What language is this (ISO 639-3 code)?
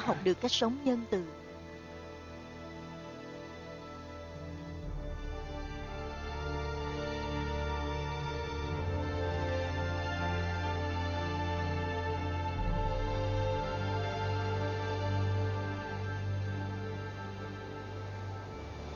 vie